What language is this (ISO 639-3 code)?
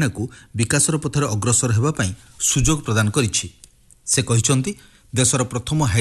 ori